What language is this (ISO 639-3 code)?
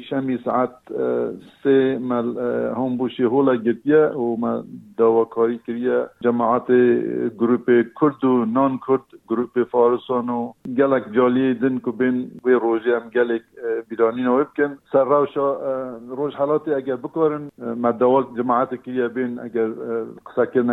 kur